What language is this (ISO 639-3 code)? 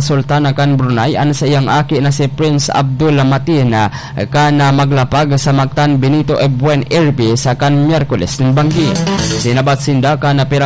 bik